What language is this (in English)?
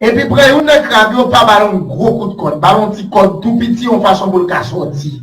Haitian Creole